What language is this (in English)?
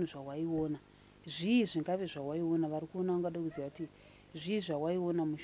Shona